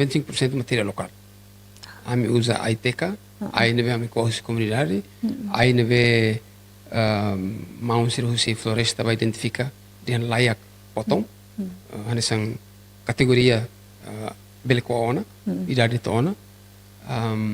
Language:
Tetum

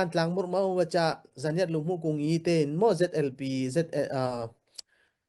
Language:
Falam Chin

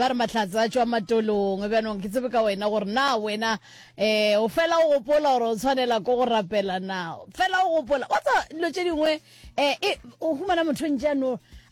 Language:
Northern Sotho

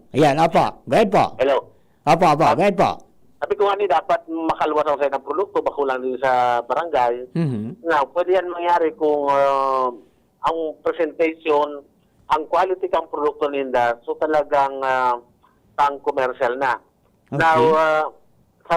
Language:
Bikol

